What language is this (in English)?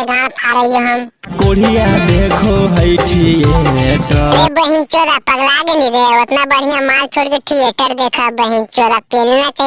Magahi